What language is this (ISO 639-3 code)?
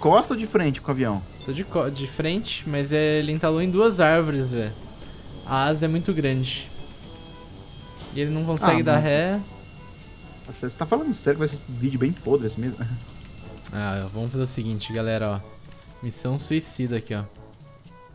por